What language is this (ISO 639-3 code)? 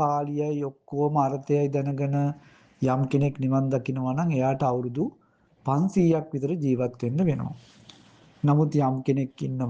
sin